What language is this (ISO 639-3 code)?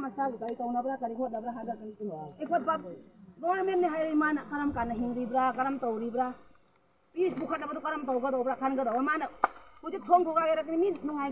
mni